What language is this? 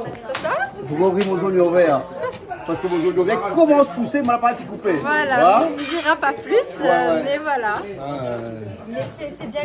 Réunion Creole French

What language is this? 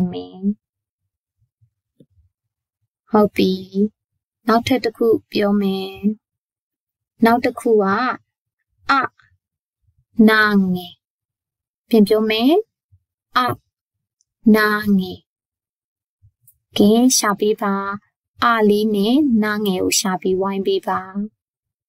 Burmese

